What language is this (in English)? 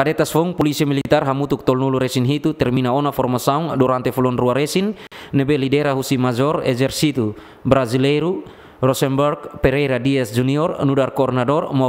Tetum